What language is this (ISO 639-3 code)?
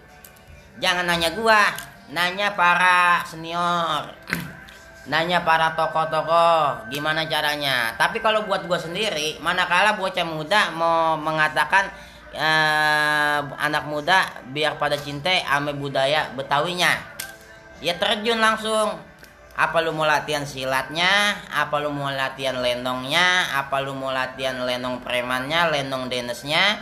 bew